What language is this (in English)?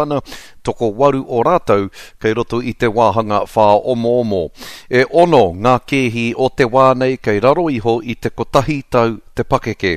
Māori